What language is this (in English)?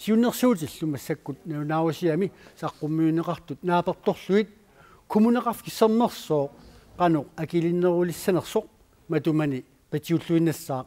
Kalaallisut